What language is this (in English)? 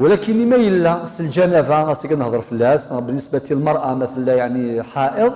Kabyle